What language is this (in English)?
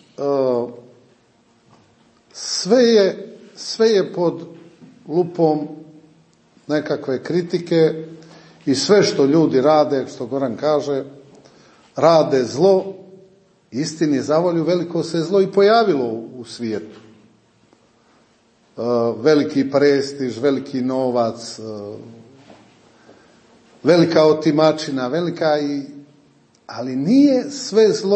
Croatian